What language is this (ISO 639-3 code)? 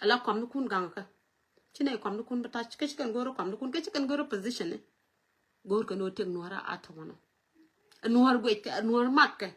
nus